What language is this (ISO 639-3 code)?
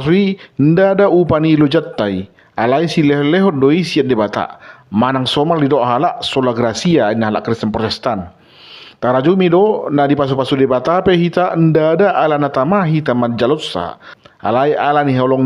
bbc